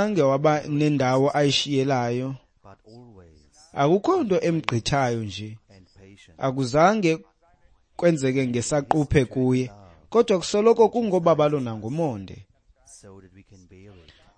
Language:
Xhosa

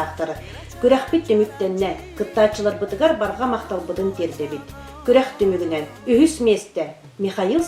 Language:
Yakut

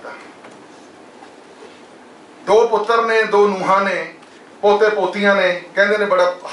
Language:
Punjabi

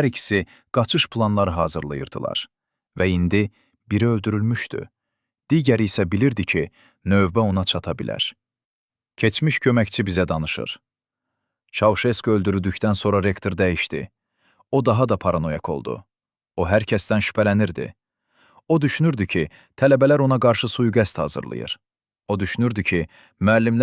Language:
Azerbaijani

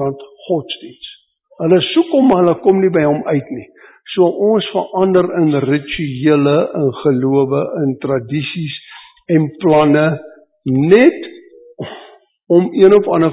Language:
Afrikaans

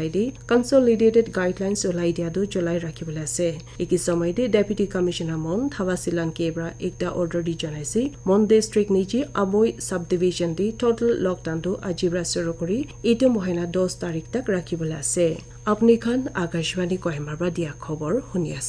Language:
Naga Pidgin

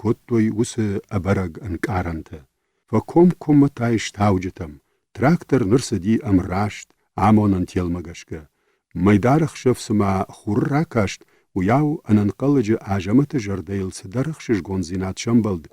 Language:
Ossetic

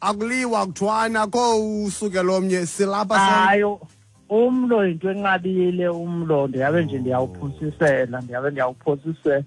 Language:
Xhosa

